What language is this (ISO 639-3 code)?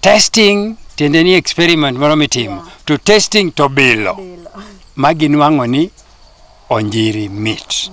luo